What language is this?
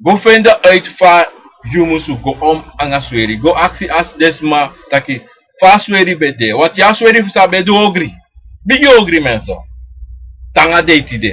Sranan Tongo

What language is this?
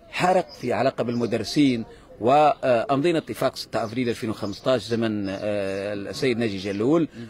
Tunisian Arabic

